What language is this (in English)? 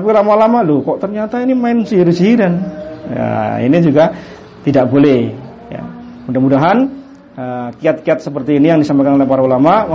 Indonesian